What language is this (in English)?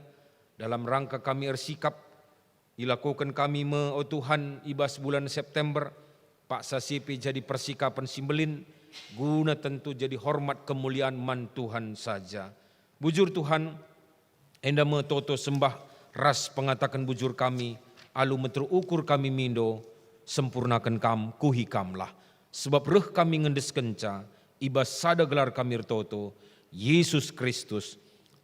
Batak Karo